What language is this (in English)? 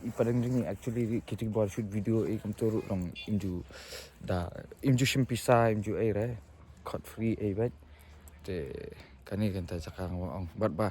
Khasi